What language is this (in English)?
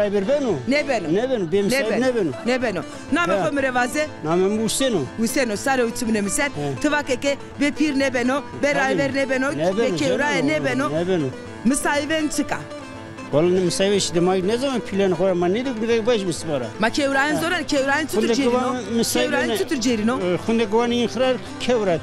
Zaza